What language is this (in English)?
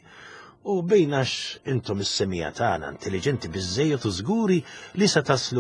Maltese